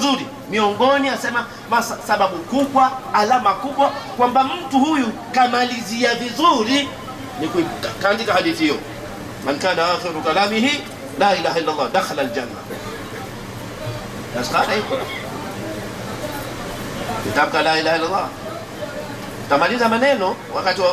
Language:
Swahili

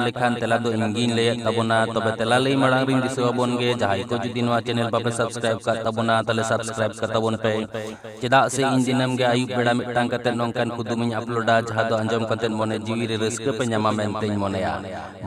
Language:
Santali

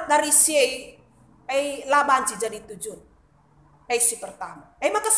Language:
Batak Karo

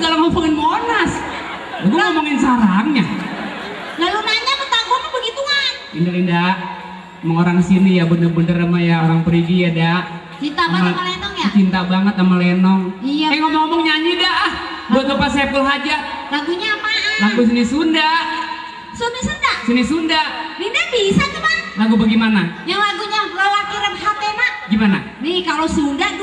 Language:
Betawi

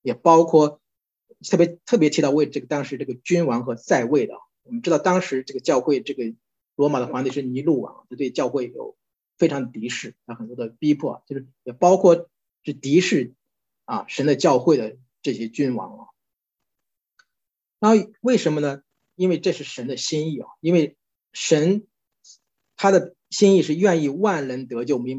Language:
Chinese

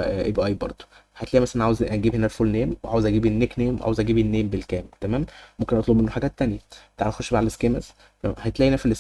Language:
Egyptian Arabic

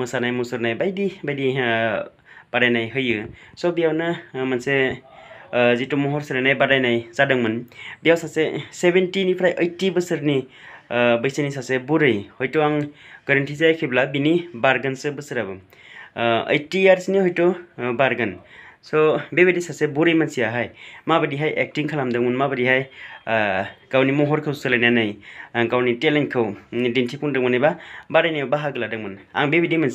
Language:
Bodo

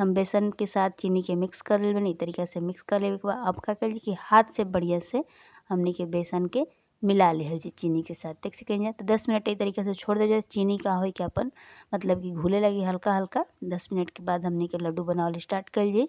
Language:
Bhojpuri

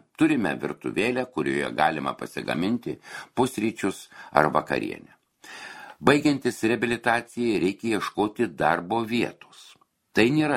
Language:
Lithuanian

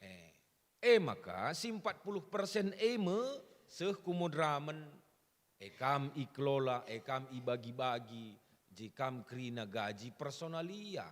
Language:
Batak Karo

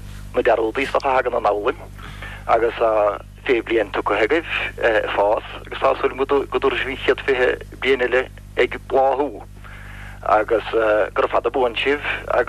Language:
Irish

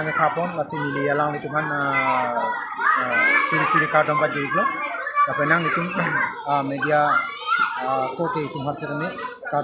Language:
Karbi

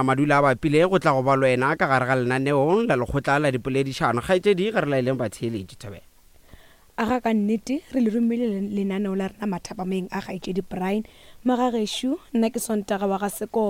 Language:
Northern Sotho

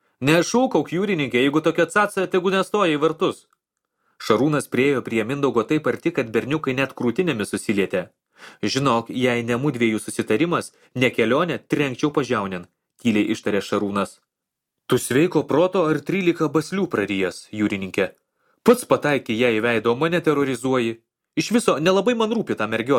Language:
Lithuanian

